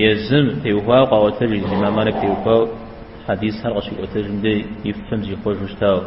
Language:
Kabardian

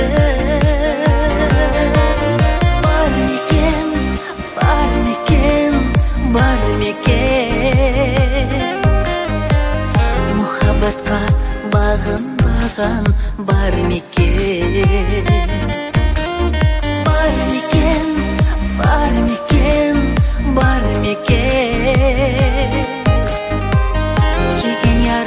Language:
Kazakh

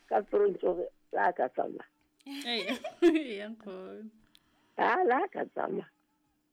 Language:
Southern Sotho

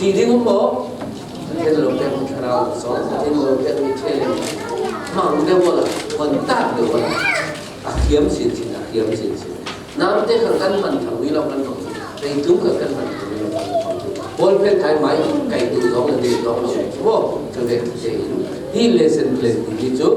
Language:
Falam Chin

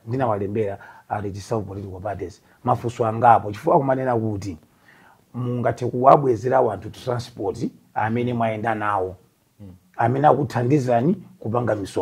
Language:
Nyanja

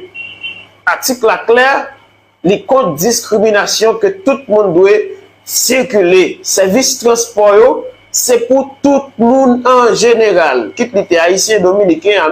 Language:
Haitian Creole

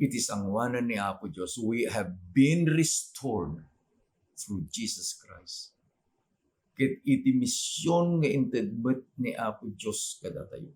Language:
Iloko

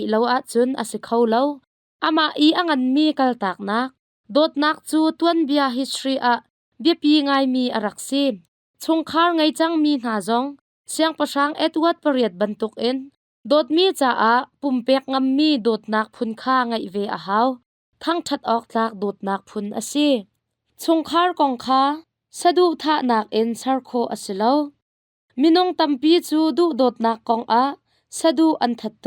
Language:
Hakha Chin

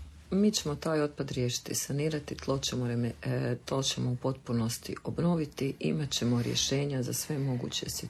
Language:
Croatian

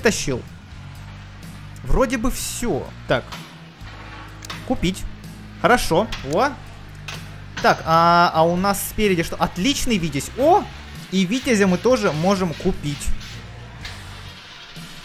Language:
Russian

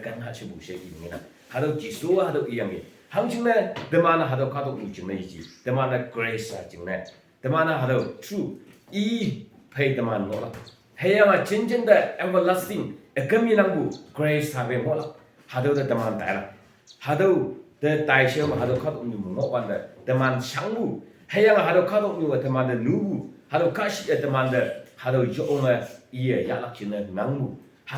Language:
Konyak Naga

